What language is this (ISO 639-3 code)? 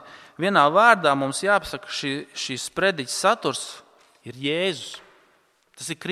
lav